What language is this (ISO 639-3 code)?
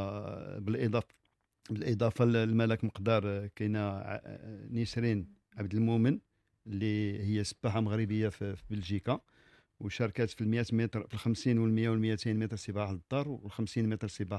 ary